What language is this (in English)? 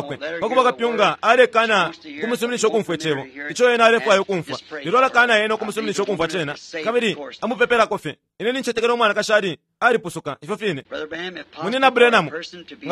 Bemba